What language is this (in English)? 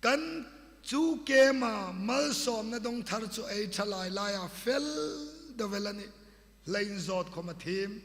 Hmar